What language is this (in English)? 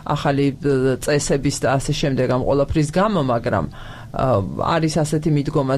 Georgian